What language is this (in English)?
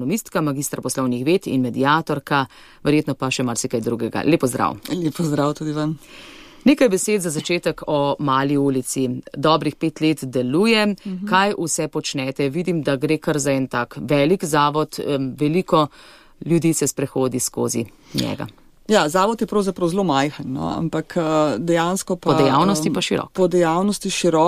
Slovenian